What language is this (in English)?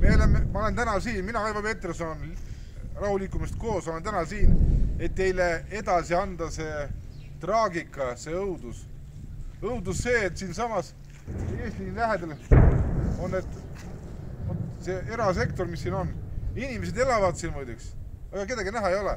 Estonian